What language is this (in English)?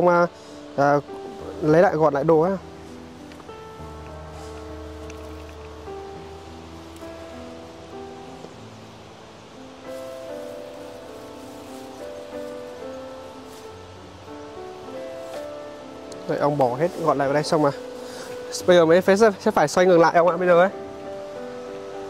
Vietnamese